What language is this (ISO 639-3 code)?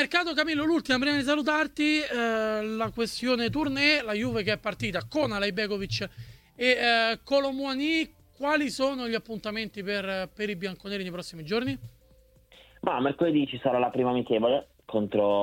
ita